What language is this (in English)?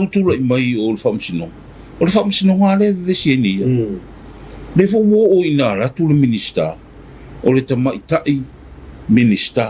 Samoan